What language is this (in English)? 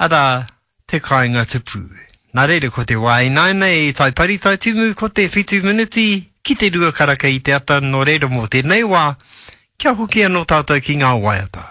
Māori